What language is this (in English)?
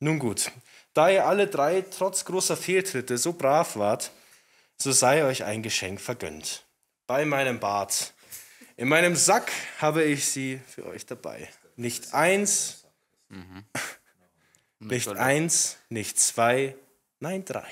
Bavarian